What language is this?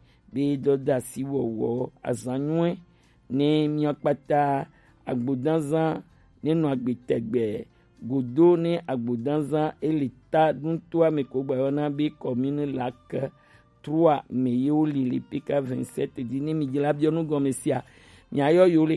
Gen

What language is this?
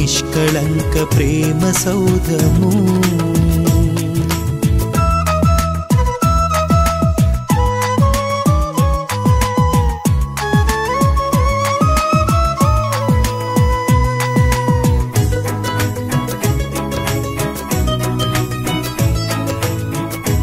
Telugu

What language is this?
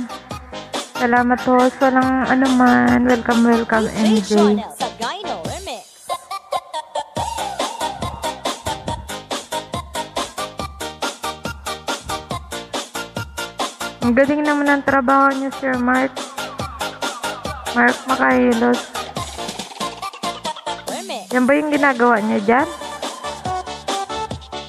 Filipino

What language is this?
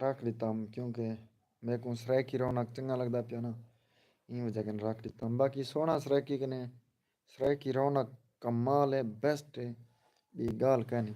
Saraiki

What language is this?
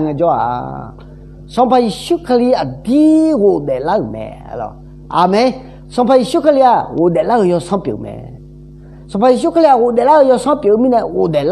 Akha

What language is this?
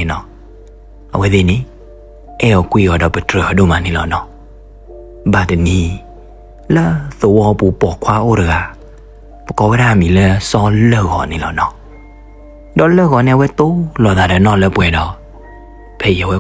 S'gaw Karen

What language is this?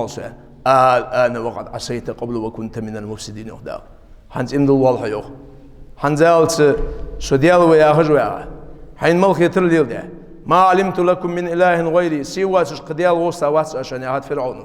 Ingush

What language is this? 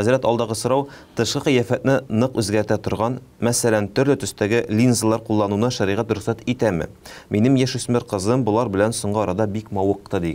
Tatar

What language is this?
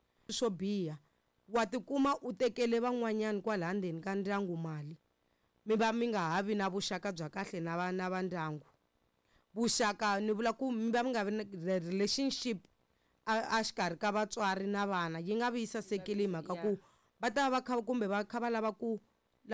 Tsonga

